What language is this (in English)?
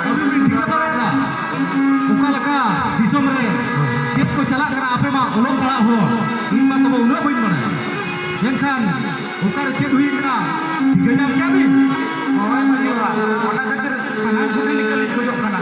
Santali